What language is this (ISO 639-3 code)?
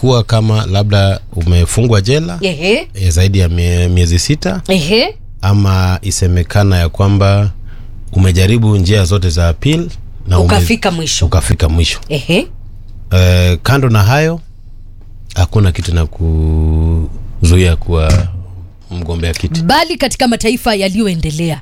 swa